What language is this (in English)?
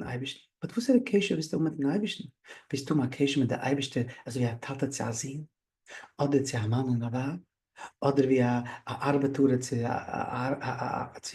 Yiddish